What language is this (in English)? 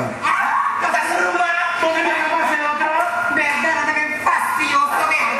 Papiamento